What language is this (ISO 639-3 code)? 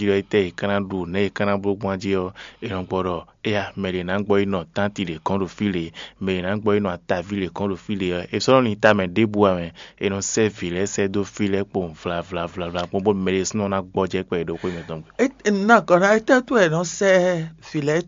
fon